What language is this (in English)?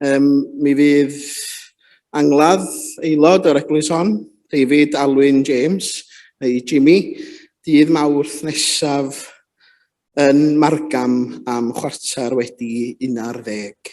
Welsh